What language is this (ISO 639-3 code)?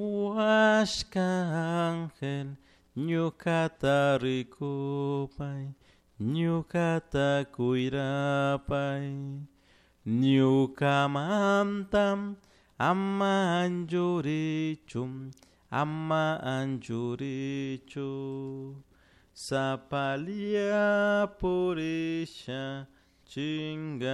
qug